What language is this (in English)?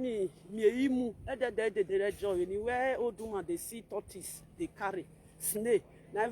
Nigerian Pidgin